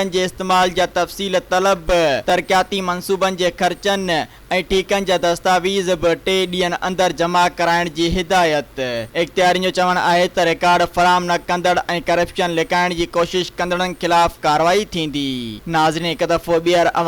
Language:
Sindhi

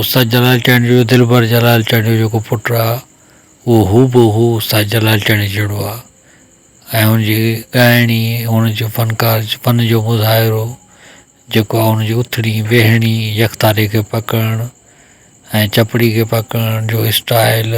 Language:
Sindhi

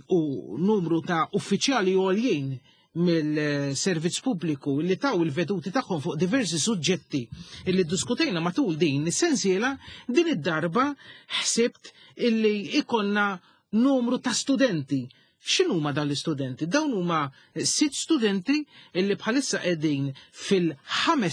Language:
Maltese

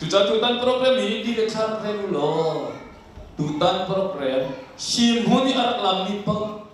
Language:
Hakha Chin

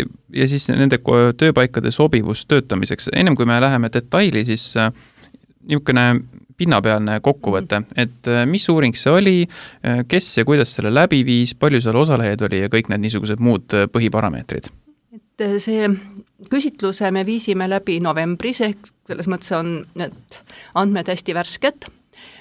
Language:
Estonian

